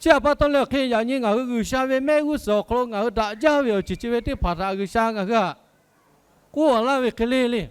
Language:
Lahu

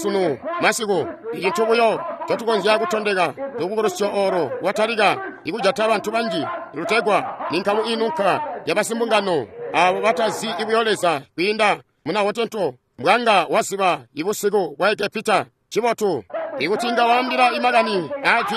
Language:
Tonga (Zambia)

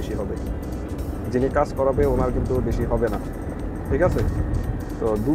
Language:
Bangla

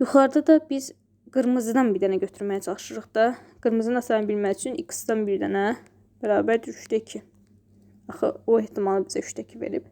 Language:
Azerbaijani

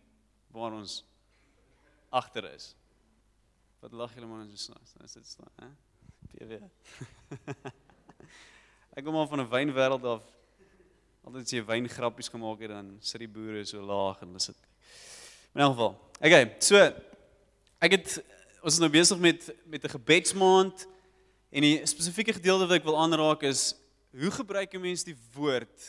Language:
Afrikaans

